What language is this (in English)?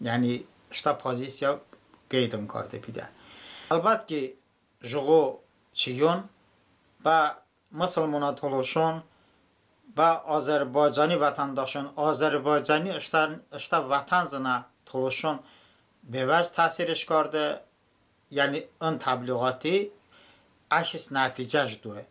Talysh